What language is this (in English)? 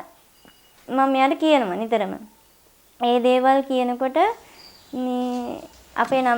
Sinhala